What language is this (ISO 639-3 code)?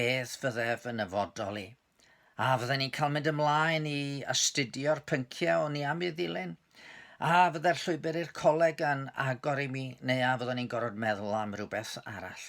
cym